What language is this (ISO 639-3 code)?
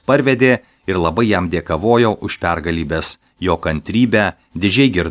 lit